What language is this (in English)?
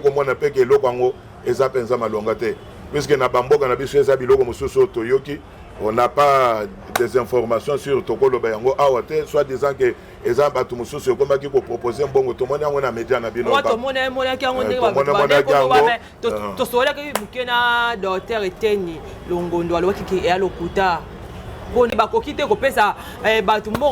Lingala